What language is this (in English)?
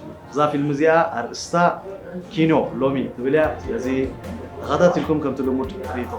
Tigrinya